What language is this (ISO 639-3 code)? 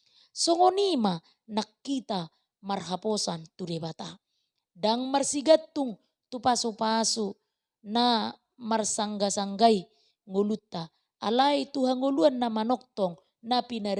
bbc